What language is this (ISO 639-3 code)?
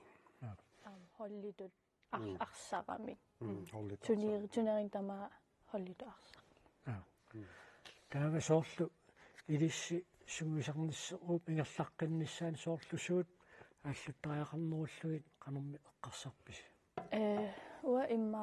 kal